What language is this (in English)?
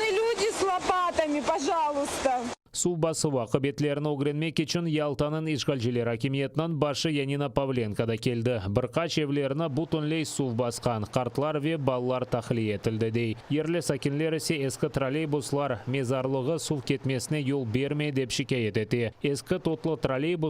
Crimean Tatar